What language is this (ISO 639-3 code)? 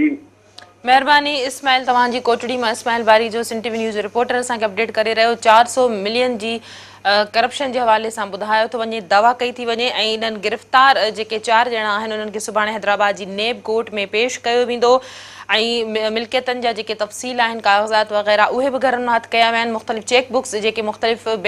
snd